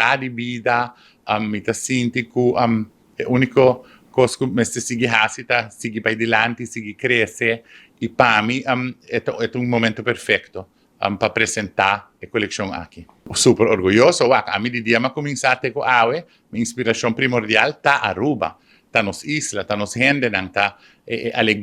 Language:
Papiamento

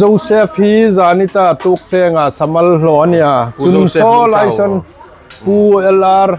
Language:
Hmar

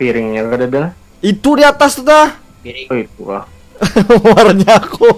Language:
Banjar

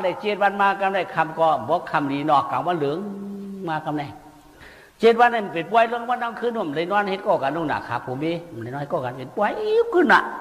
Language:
Shan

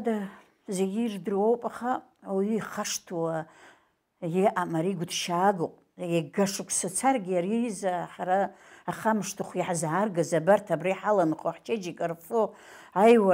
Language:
Abkhazian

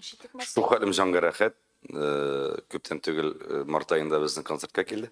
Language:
Tatar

